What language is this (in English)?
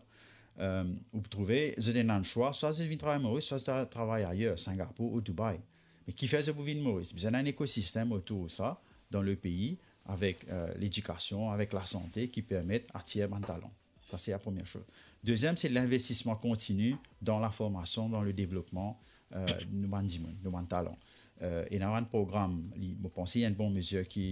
Morisyen